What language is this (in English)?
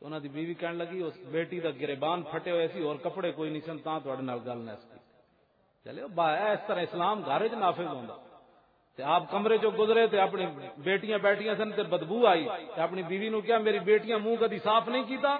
Western Panjabi